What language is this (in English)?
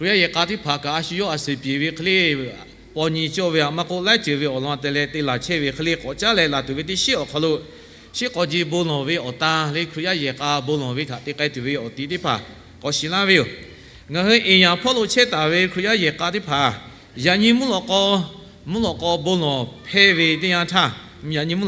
Lahu